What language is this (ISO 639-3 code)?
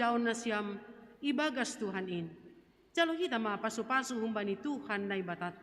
bts